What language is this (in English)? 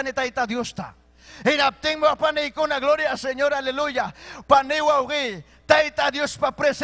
Ayacucho Quechua